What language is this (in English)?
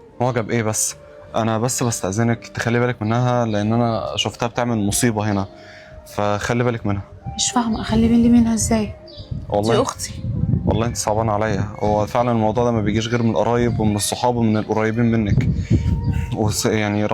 Egyptian Arabic